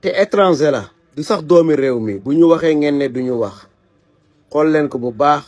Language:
Wolof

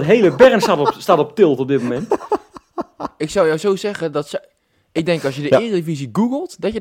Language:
Dutch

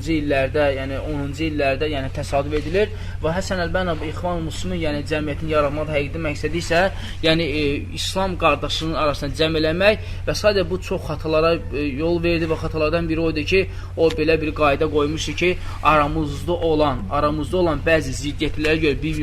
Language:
Azerbaijani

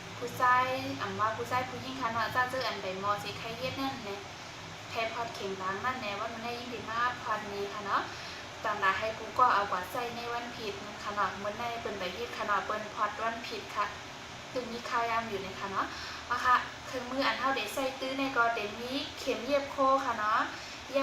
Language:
Shan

